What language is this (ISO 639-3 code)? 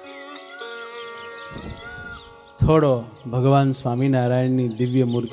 guj